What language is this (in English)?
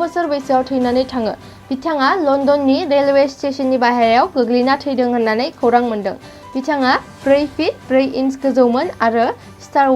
Bodo